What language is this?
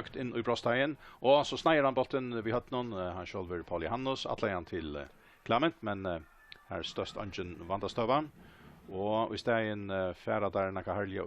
Faroese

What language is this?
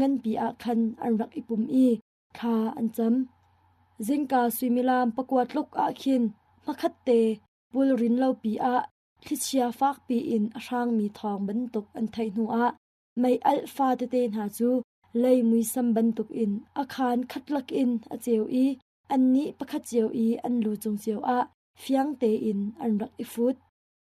Hakha Chin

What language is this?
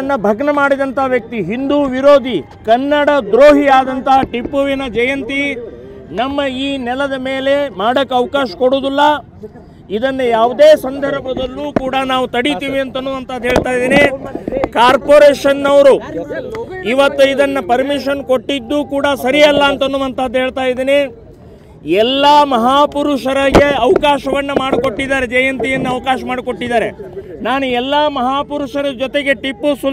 Kannada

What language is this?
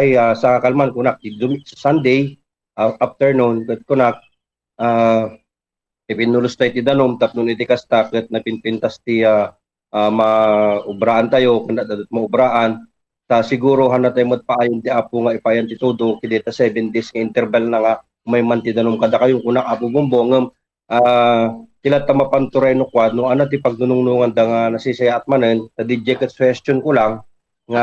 Iloko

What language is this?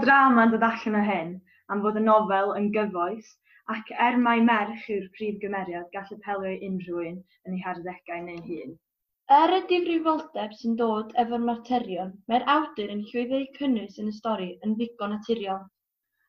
Welsh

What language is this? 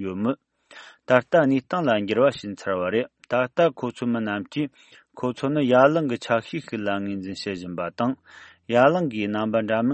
Tibetan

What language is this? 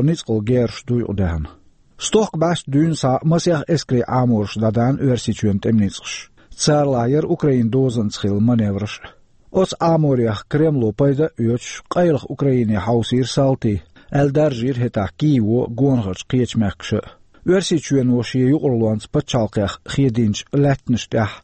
Chechen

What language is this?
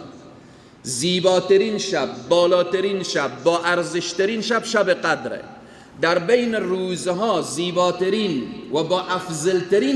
Persian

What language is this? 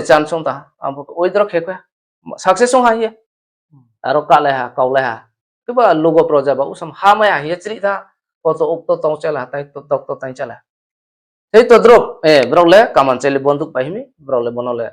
Riang (India)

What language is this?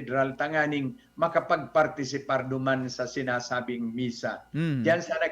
Bikol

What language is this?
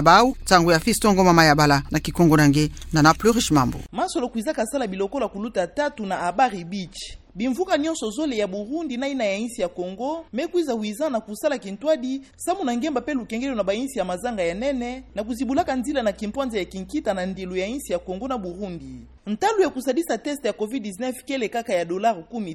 Kituba (Democratic Republic of Congo)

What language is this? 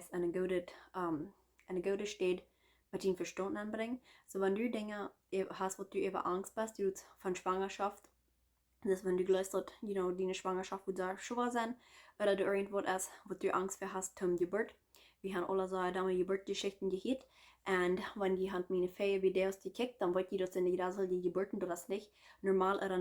Plautdietsch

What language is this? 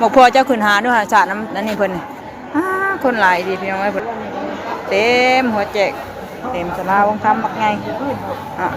Northeastern Thai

